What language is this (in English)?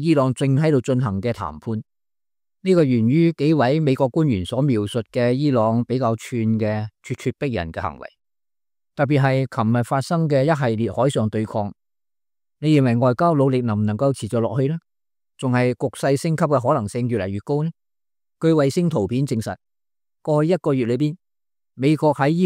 Cantonese